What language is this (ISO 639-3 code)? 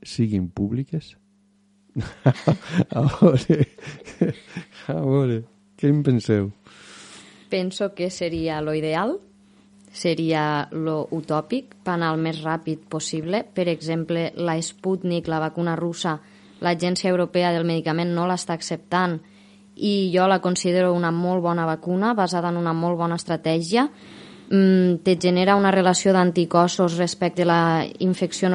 cat